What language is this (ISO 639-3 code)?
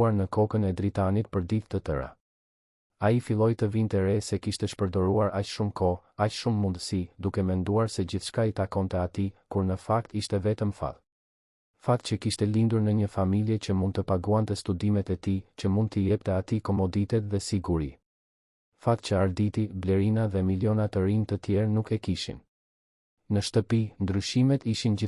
sqi